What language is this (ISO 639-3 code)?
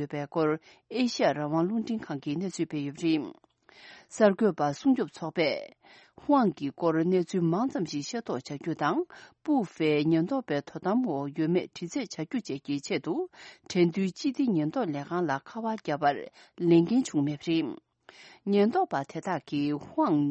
bod